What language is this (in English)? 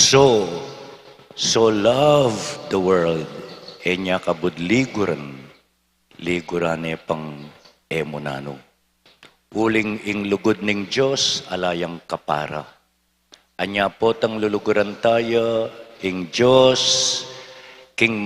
Pampanga